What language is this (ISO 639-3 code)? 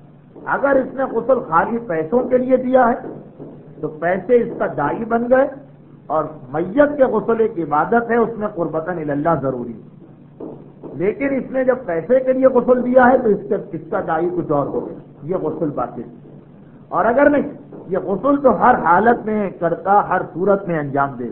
urd